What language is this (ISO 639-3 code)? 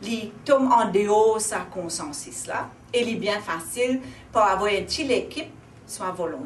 mfe